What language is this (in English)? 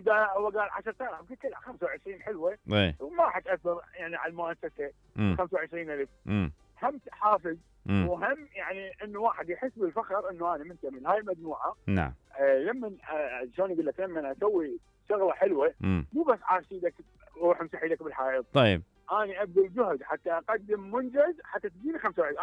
Mesopotamian Arabic